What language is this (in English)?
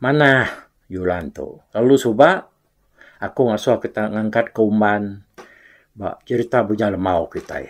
Iban